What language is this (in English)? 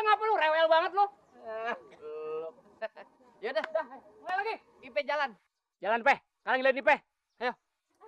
Betawi